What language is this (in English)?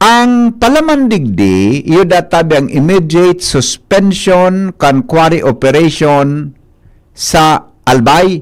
Bikol